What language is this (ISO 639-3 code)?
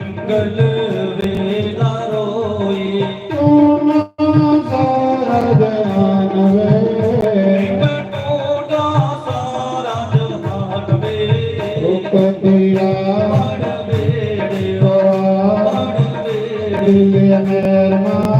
doi